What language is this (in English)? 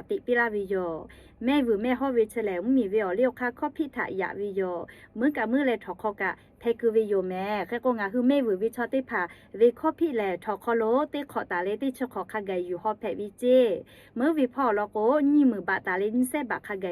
Lahu